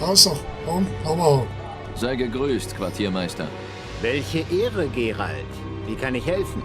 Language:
Swiss German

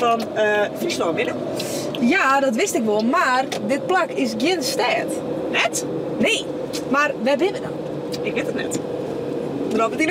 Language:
Western Frisian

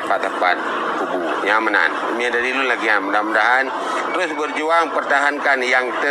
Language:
Achinese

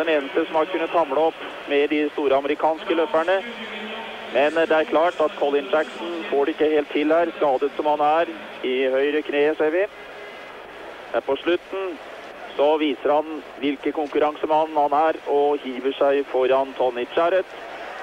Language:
Norwegian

